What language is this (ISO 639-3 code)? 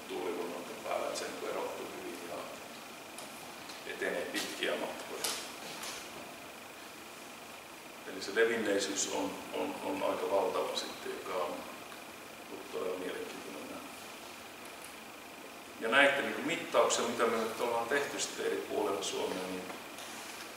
fin